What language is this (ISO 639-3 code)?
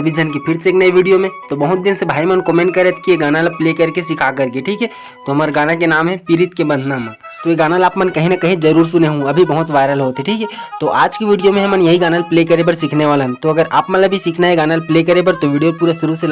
hne